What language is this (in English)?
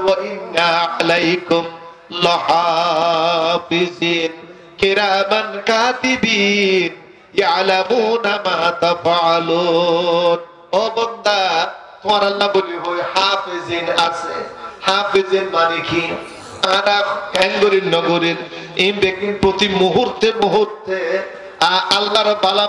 Rohingya